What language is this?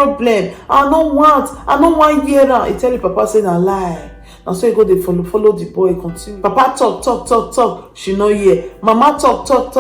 Nigerian Pidgin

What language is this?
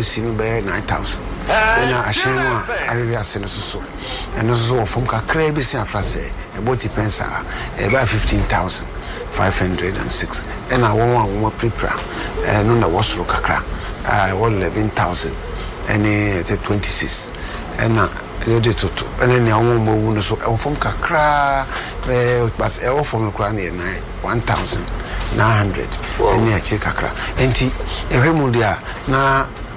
Akan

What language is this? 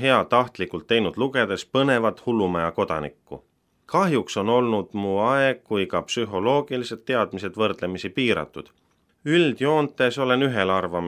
Estonian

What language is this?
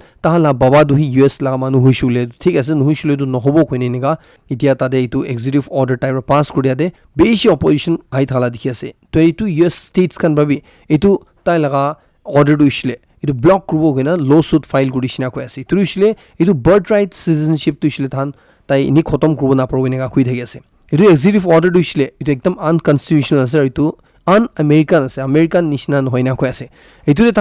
Naga Pidgin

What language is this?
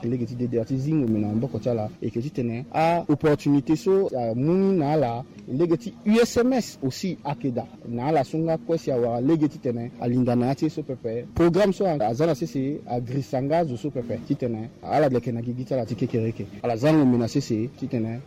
Sango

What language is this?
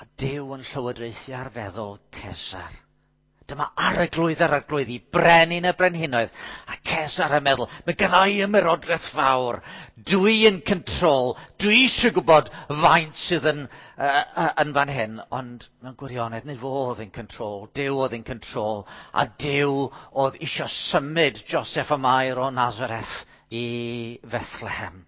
Welsh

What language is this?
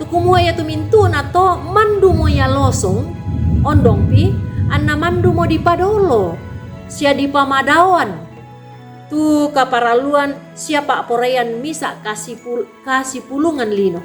Toraja-Sa'dan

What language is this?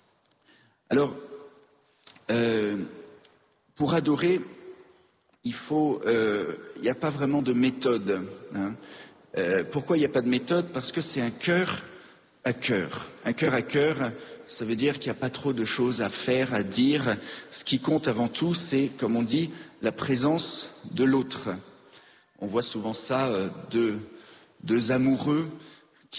French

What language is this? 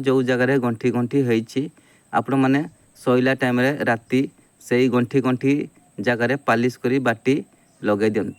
Odia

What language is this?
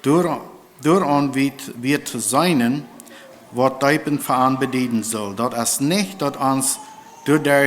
Plautdietsch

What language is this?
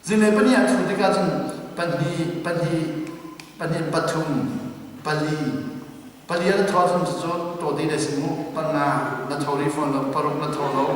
Hakha Chin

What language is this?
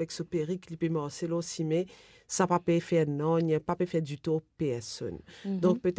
Morisyen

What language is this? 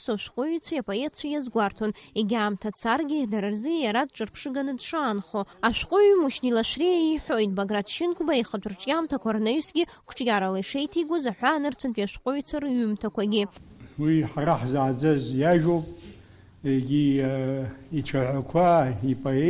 Abkhazian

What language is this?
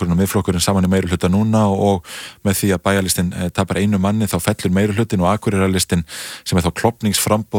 Icelandic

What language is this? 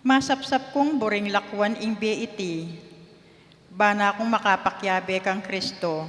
Pampanga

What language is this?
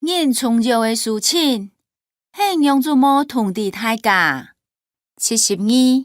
Hakka Chinese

